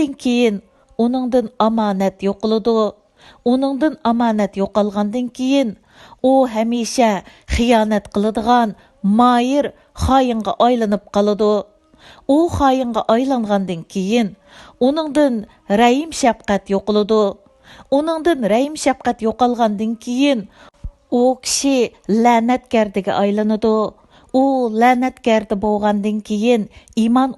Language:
Uyghur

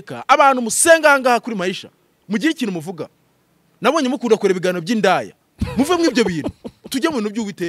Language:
Kinyarwanda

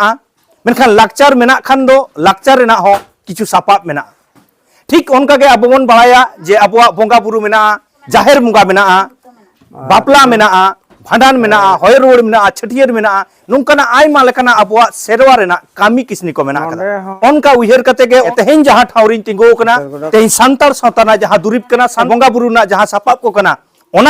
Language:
Santali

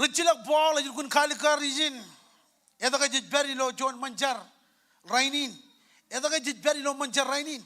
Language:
Marshallese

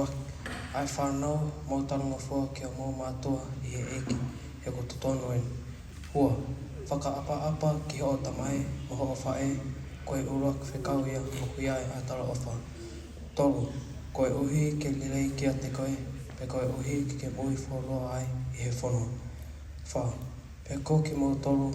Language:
Tongan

